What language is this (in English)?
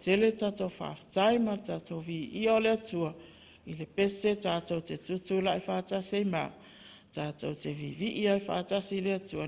Samoan